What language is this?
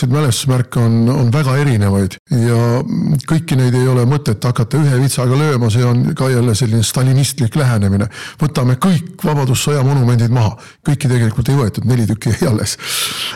Estonian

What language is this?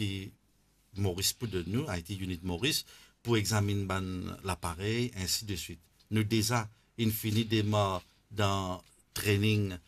Morisyen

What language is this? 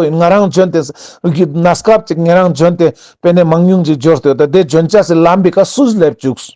Ladakhi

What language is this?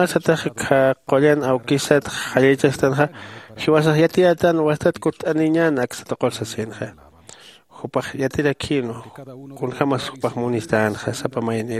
Aymara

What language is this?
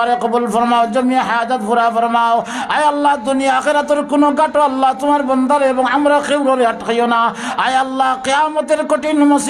Sylheti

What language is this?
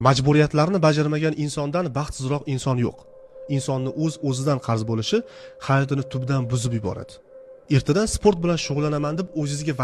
Uzbek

